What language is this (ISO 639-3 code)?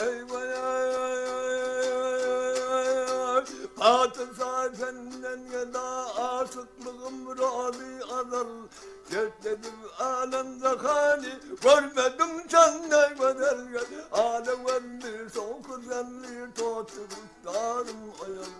tuk